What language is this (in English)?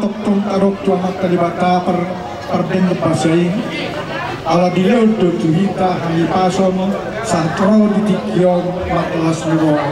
Batak Toba